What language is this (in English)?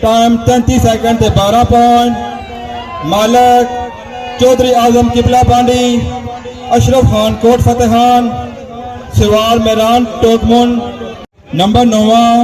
Pahari-Potwari